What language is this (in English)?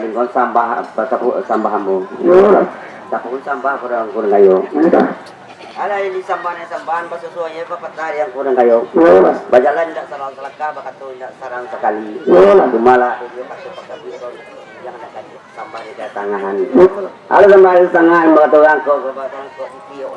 Minangkabau